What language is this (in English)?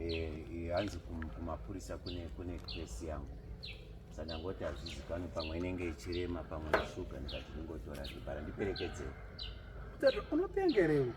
Shona